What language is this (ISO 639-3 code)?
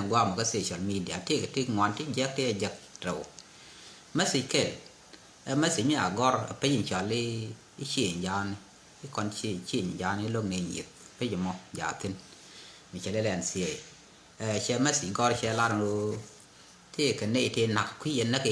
nus